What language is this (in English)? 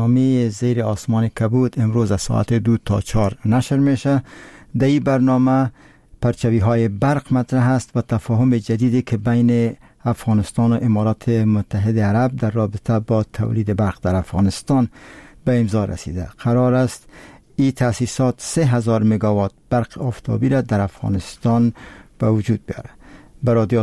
Persian